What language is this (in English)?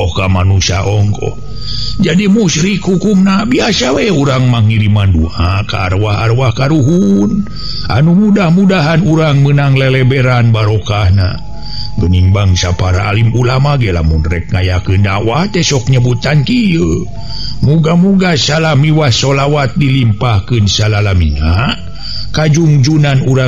Sundanese